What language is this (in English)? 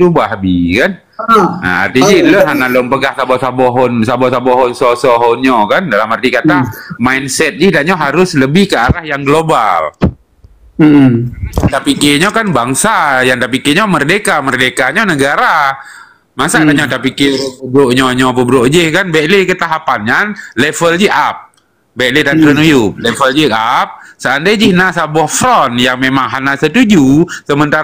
Achinese